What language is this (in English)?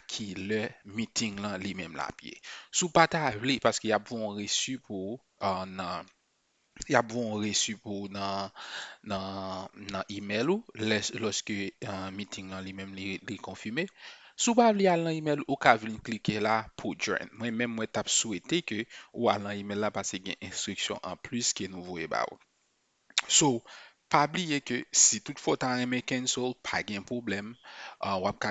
Haitian Creole